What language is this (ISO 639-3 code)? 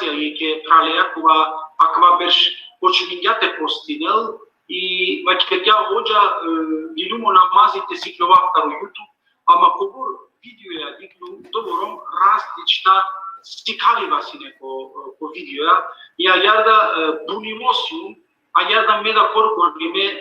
rmn